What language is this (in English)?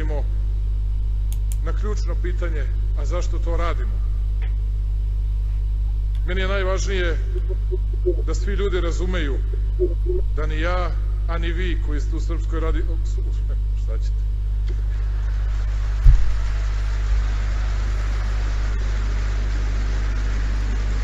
Serbian